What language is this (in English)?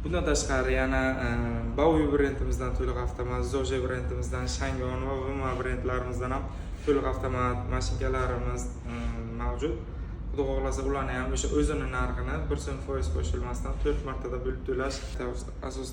Uzbek